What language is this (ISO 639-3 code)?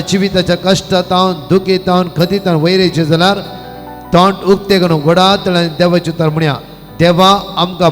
kok